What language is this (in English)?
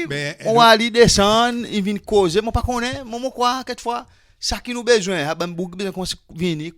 Seselwa Creole French